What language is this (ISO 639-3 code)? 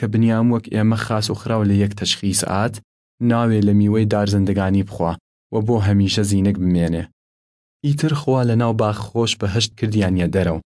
sdh